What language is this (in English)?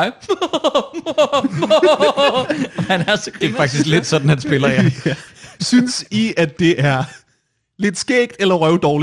Danish